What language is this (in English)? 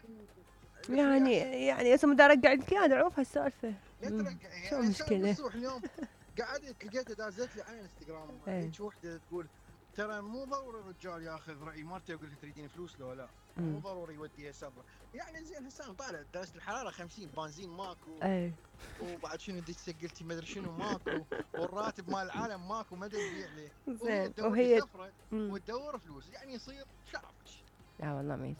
Mesopotamian Arabic